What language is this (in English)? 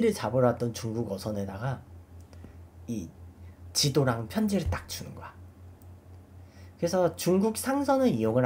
Korean